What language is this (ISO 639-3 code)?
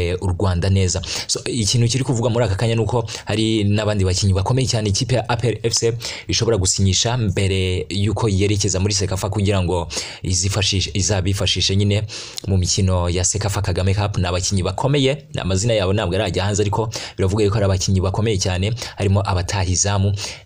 kin